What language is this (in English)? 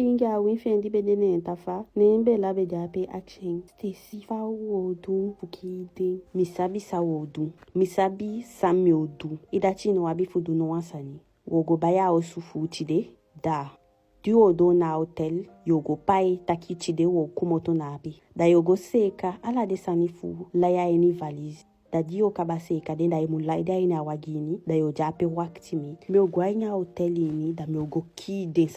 Eastern Maroon Creole